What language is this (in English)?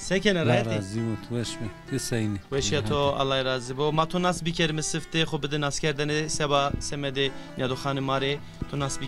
Zaza